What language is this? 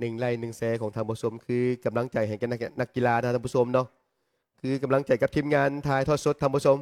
Lao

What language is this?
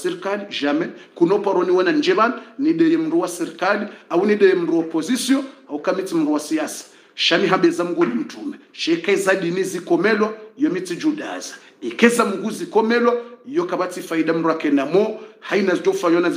Swahili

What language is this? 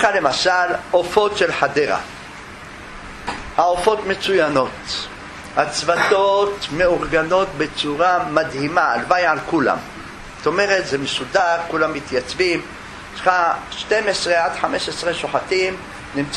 Hebrew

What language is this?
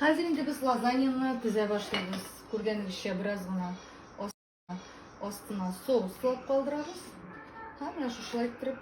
Tatar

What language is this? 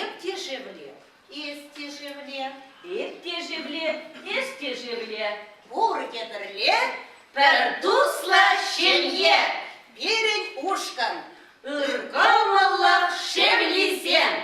Chuvash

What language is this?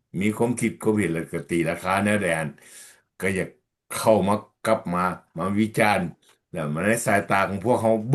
Lao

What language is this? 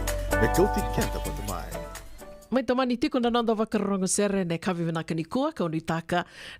Fijian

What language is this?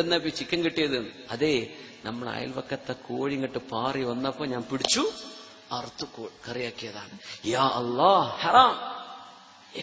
Malayalam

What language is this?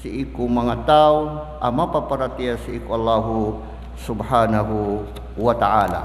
Maranao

